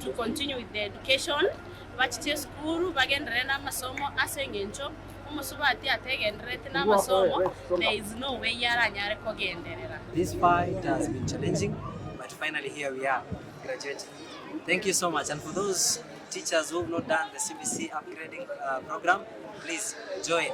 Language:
Gusii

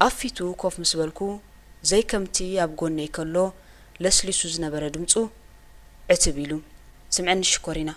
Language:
Tigrinya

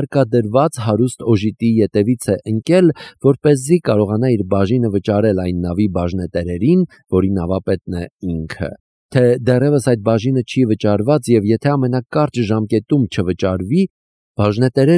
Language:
Armenian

